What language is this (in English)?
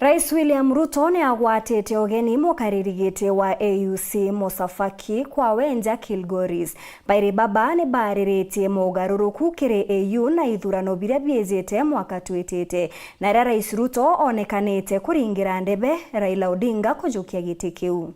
Meru